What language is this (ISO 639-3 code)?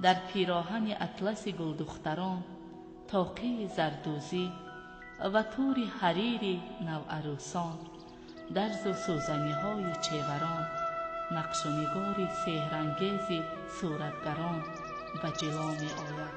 tgk